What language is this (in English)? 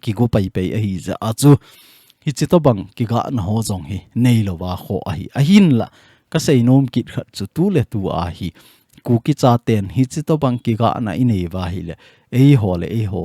Thado Chin